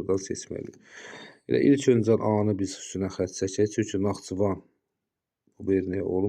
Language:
Azerbaijani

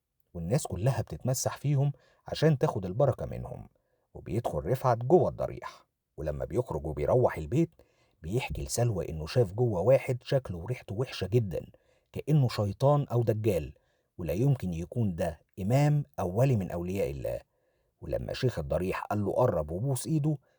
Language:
Egyptian Arabic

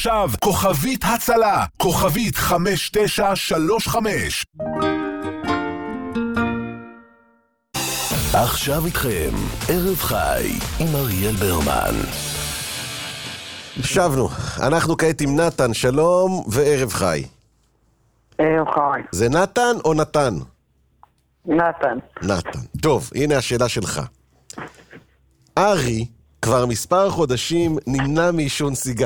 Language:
Hebrew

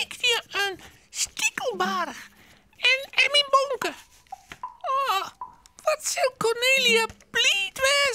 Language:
Western Frisian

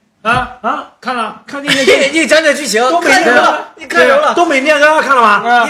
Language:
Chinese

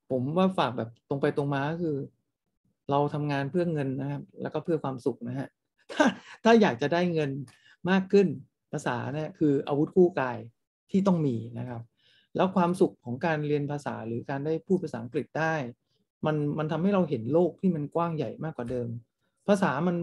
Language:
Thai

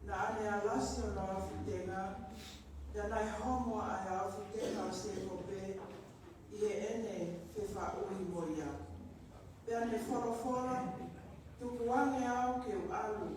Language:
Tongan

